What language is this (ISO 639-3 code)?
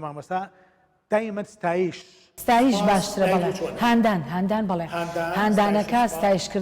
ckb